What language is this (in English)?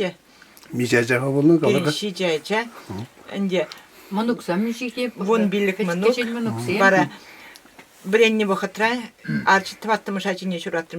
Chuvash